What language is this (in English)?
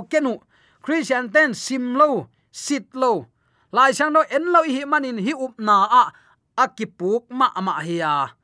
Tedim Chin